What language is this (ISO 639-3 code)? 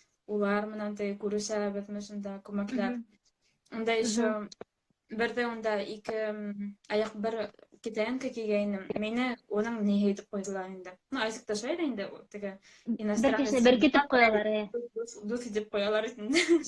bak